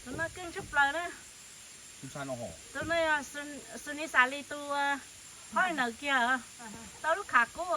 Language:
Hmong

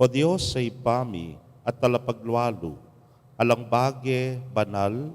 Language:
Pampanga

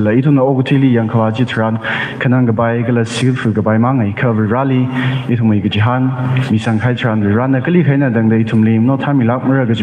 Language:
Tangkhul Naga (India)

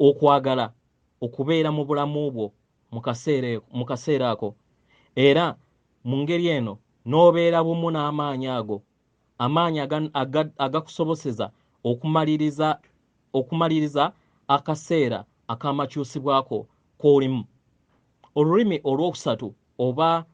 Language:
Ganda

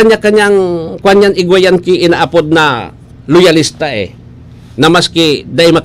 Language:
Bikol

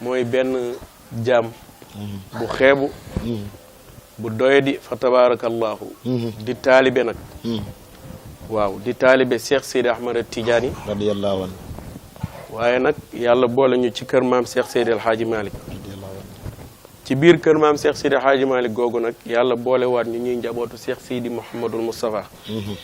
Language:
Wolof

